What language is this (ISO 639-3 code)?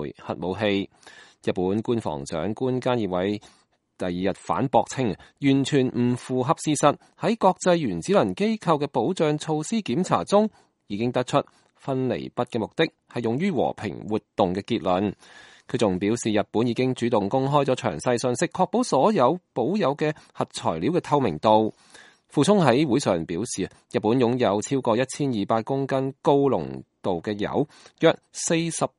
yue